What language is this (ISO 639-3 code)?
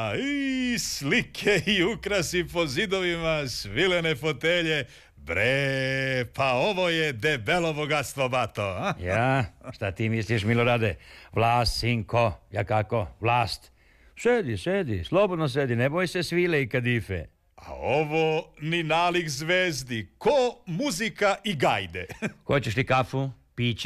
srp